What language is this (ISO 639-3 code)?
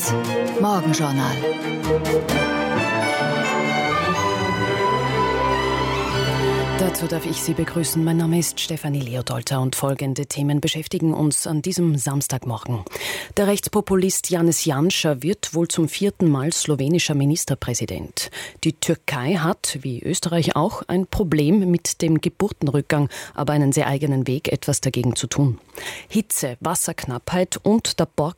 deu